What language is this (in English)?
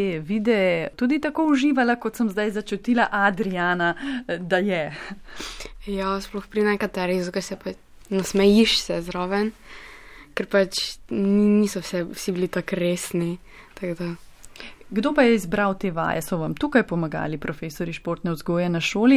Slovenian